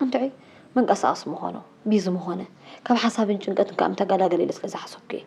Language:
Tigrinya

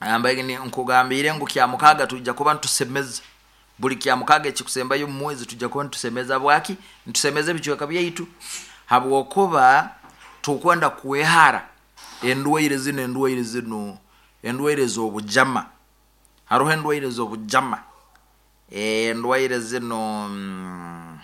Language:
Nyoro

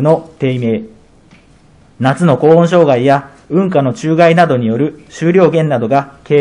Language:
Japanese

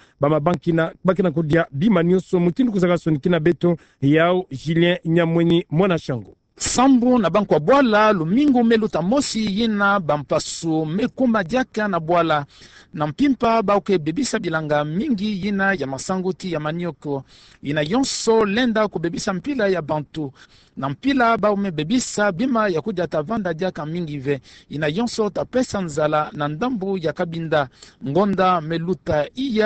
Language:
Kituba (Democratic Republic of Congo)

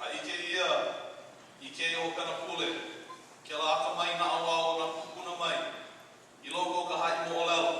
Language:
Hawaiian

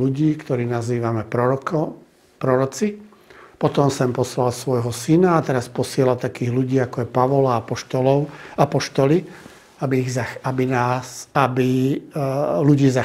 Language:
Slovak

